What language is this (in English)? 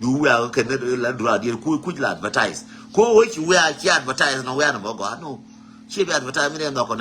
Nuer